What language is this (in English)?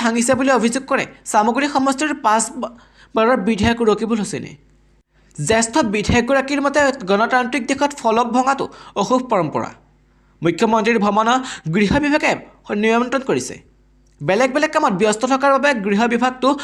Assamese